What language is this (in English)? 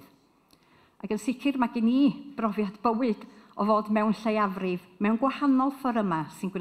Welsh